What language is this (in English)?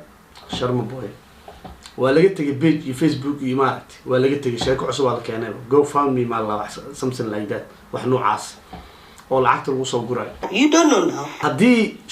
Somali